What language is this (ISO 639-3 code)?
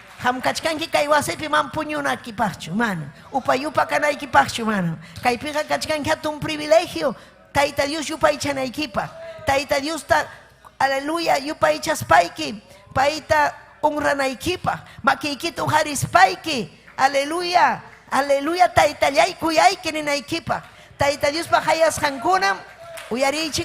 quy